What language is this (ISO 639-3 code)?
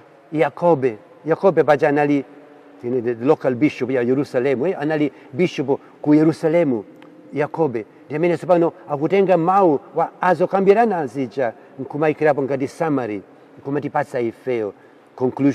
nya